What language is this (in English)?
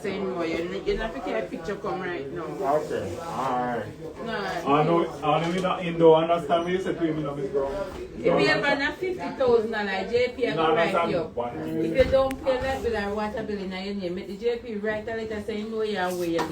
Jamaican Creole English